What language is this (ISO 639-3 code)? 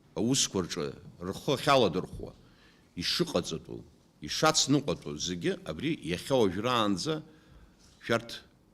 abk